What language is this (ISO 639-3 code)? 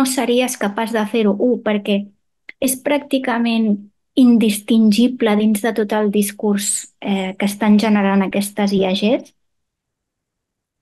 cat